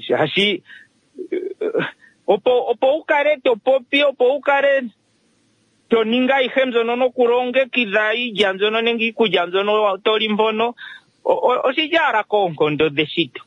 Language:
Kuanyama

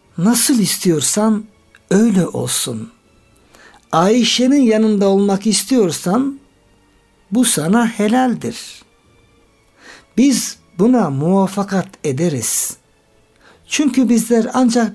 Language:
Turkish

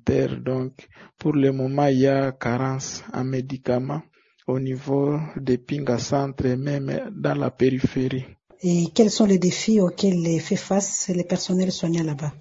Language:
French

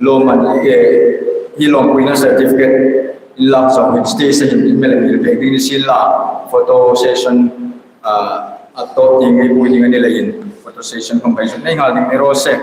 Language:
Hmar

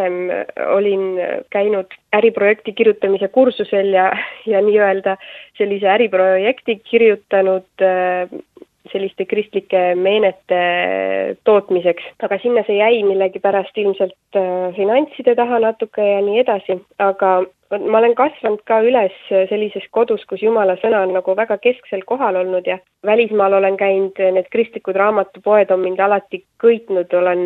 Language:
Estonian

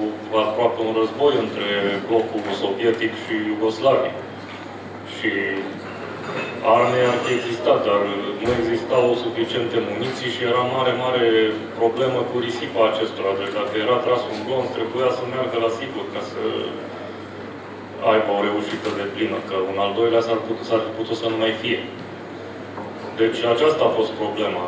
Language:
Romanian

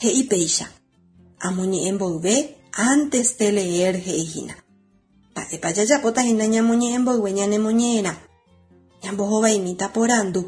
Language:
Guarani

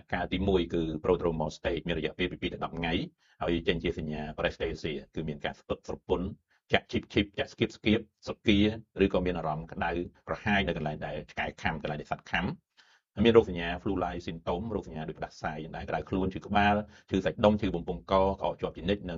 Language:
Khmer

